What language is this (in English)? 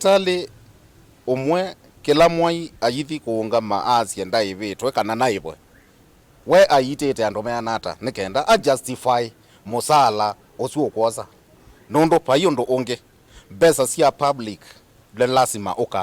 Kamba